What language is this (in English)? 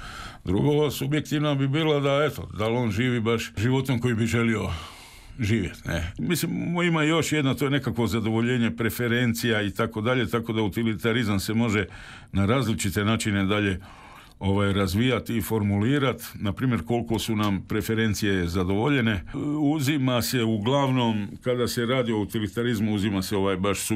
Croatian